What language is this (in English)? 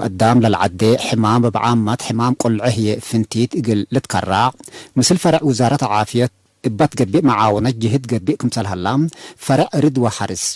Tigre